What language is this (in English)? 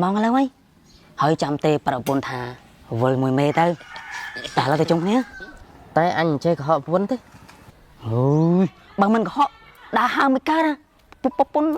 Khmer